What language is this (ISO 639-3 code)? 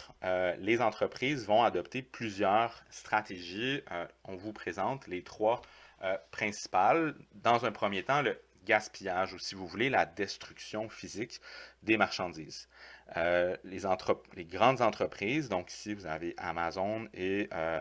fra